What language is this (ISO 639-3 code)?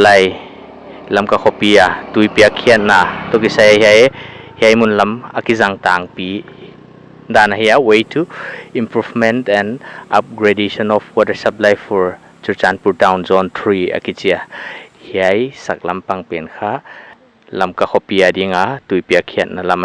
pck